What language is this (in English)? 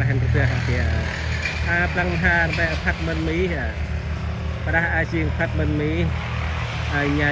Central Mnong